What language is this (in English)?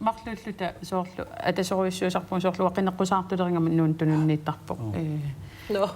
Kalaallisut